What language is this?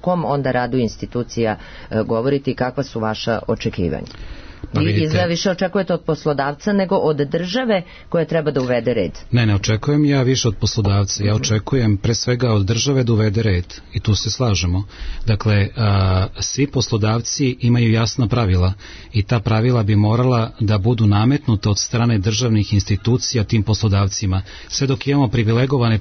Serbian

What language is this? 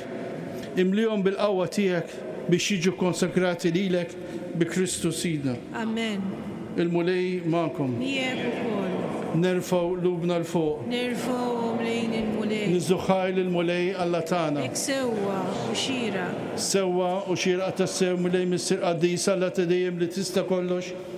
Maltese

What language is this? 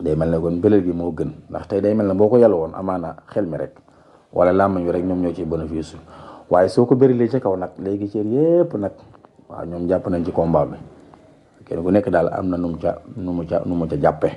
Wolof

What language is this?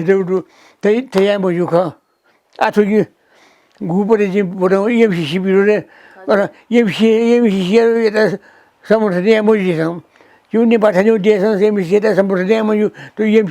Newari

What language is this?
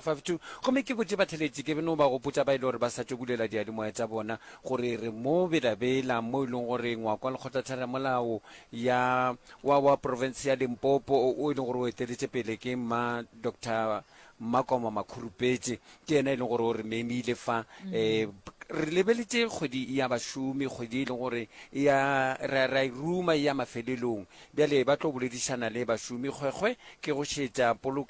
Northern Sotho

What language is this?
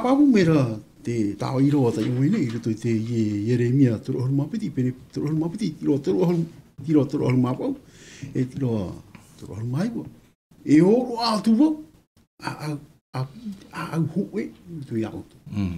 Tahitian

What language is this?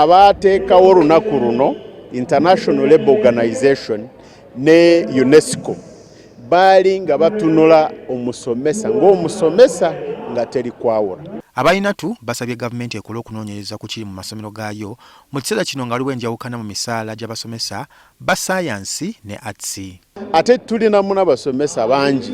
Ganda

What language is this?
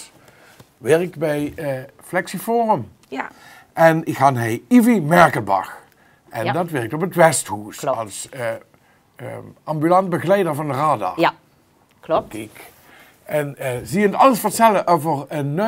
Limburgish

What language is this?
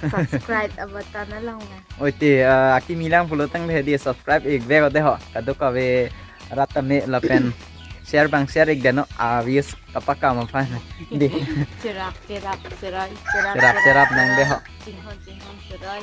Karbi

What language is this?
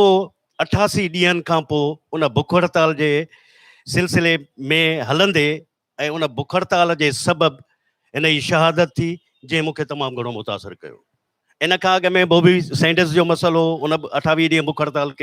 Sindhi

